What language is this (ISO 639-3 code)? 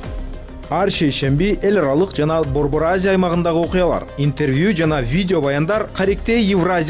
kir